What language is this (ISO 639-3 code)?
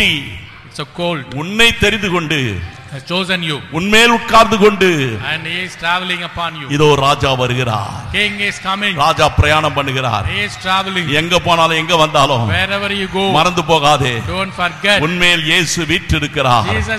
tam